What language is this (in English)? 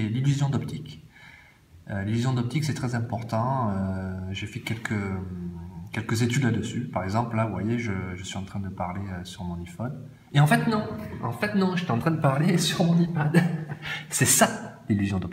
French